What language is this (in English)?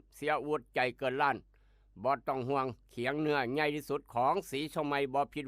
Northeastern Thai